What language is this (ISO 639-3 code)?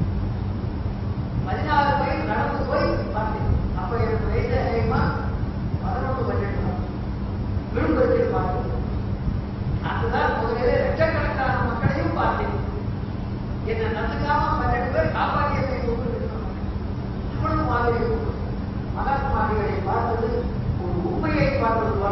tam